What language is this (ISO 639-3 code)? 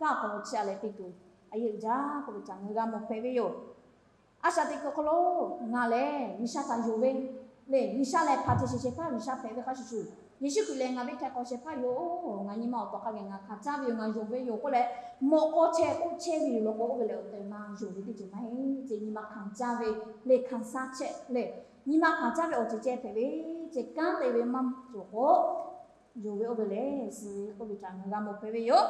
lhu